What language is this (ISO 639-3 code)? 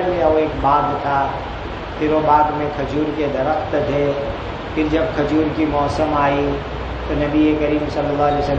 urd